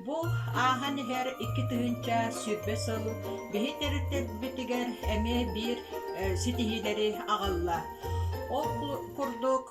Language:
Yakut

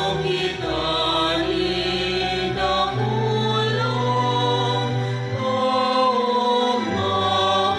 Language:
Bikol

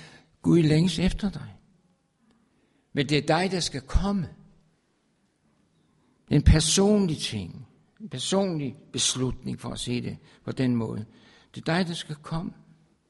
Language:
Danish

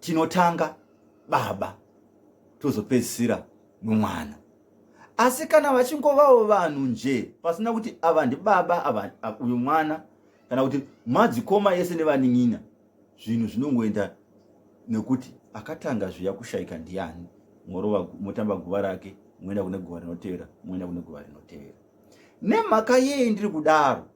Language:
Shona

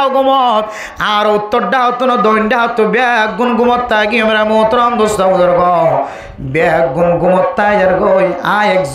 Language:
Rohingya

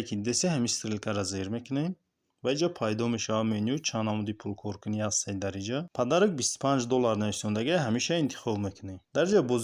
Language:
Tajik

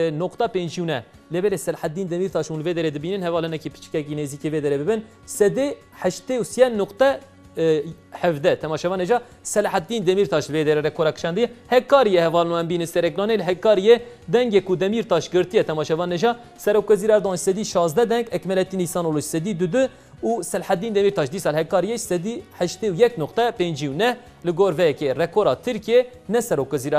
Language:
Kurdish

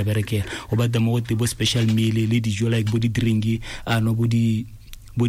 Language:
Tswana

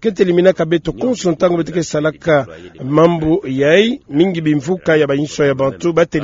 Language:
Kituba (Democratic Republic of Congo)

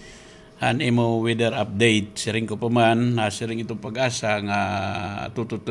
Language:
Waray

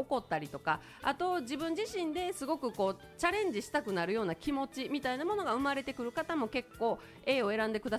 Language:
Japanese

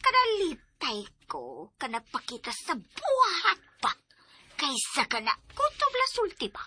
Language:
Cebuano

